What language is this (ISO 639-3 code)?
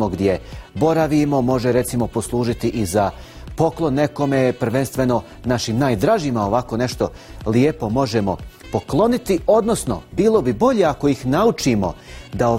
bos